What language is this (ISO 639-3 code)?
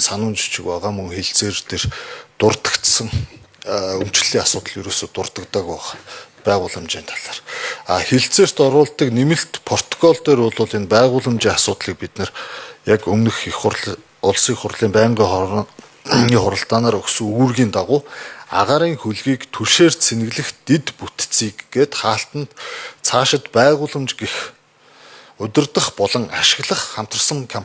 mon